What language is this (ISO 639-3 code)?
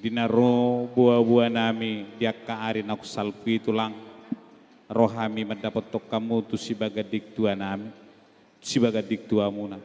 bbc